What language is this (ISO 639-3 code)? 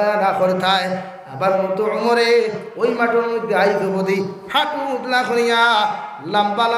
syl